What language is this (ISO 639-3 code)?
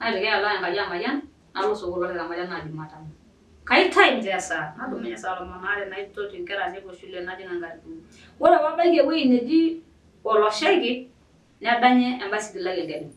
mas